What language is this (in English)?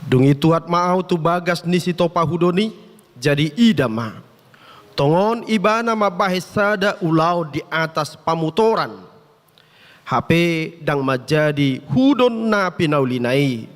Batak Toba